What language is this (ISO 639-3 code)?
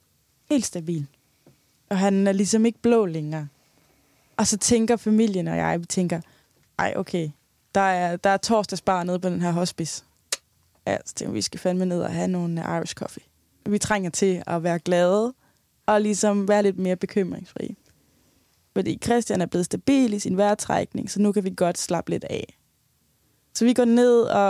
dan